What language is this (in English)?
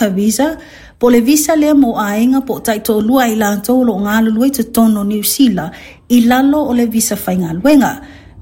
Samoan